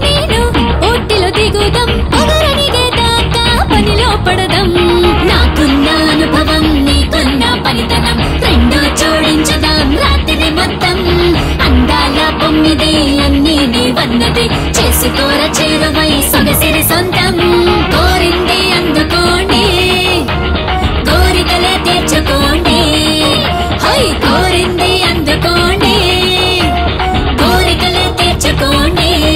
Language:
Telugu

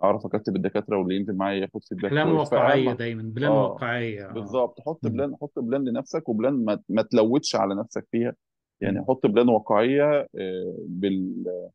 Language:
Egyptian Arabic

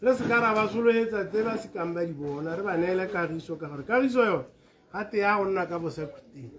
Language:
Tswana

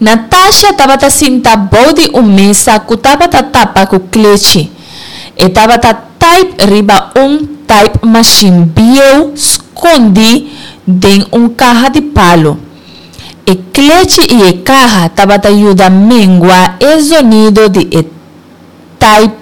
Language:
Papiamento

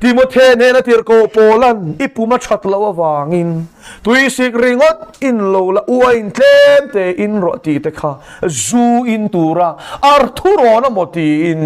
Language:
Mizo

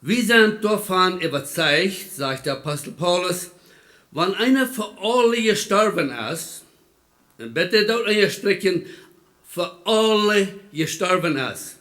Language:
Plautdietsch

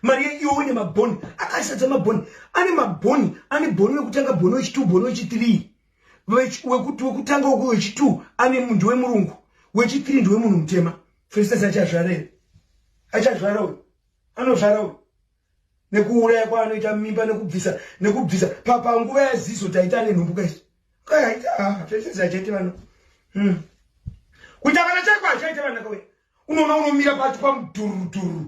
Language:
Shona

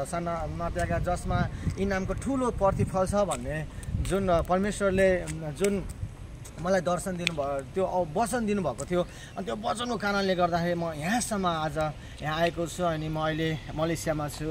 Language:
Nepali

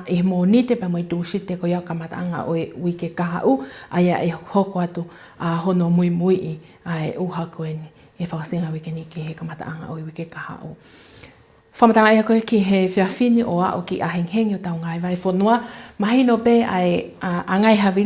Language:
Tongan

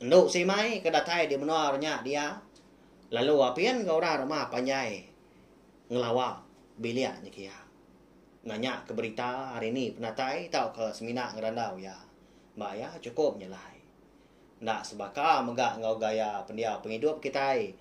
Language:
Iban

